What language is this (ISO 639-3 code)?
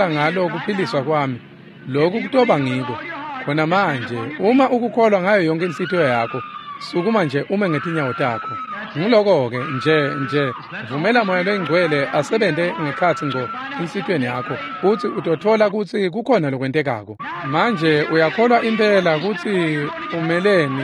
ssw